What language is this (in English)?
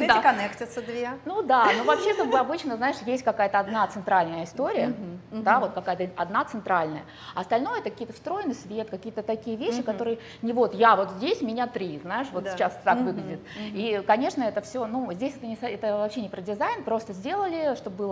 Russian